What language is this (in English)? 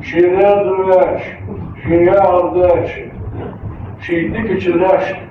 Ingush